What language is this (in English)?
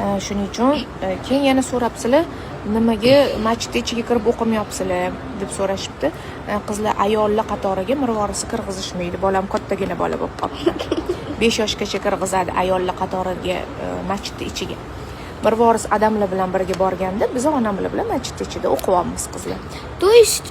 Uzbek